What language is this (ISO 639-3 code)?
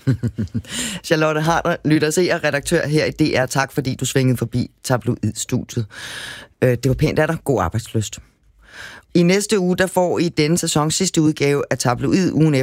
dan